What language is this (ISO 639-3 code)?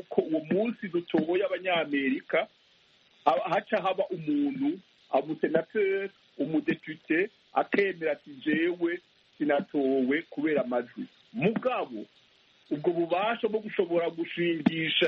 kin